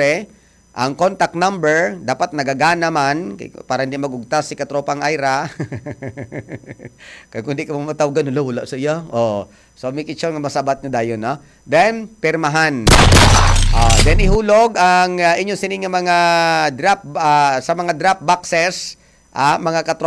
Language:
Hiligaynon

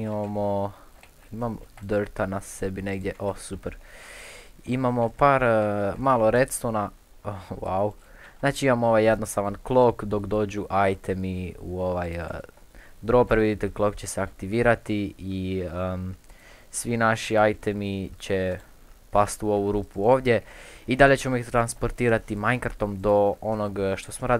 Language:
Croatian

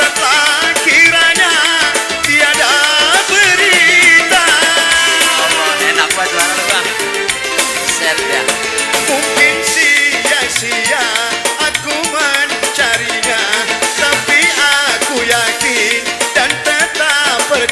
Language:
Betawi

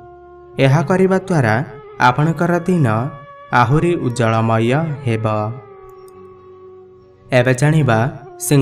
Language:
Odia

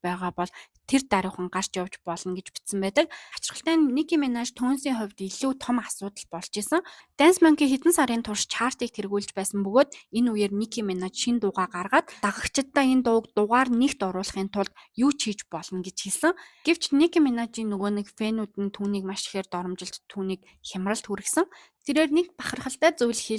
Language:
Mongolian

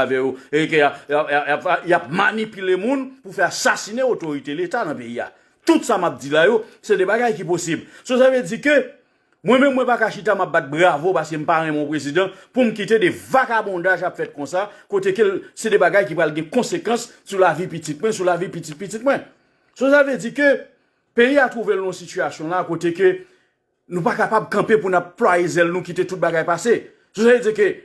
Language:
Haitian Creole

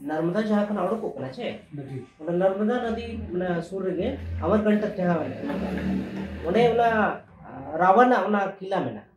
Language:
Santali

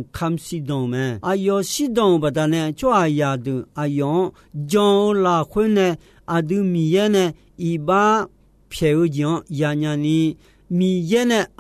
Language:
Akha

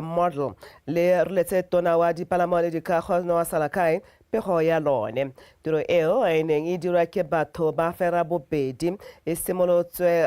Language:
Tswana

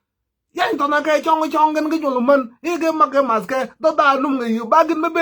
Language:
Nuer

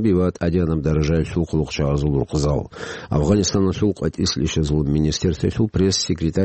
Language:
Avaric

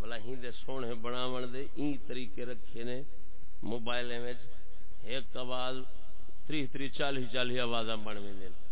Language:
Saraiki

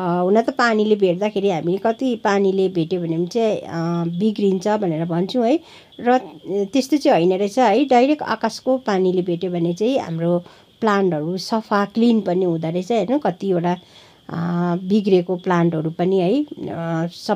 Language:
Nepali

